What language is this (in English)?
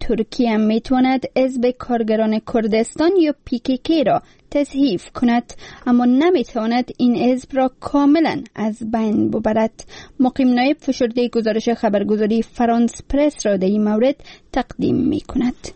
Persian